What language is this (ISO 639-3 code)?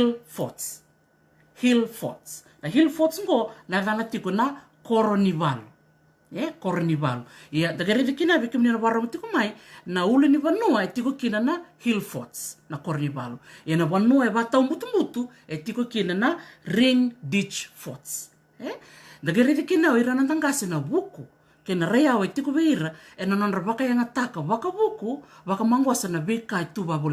fij